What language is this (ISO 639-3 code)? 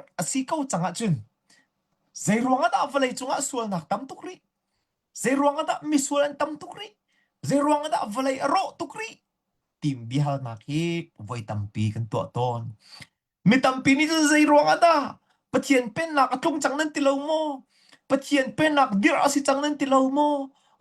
cnh